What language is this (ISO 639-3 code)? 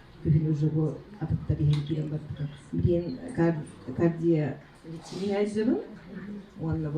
sah